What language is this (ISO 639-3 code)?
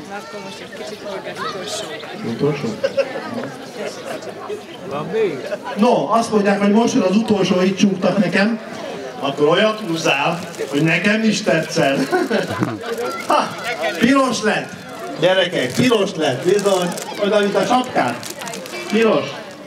hun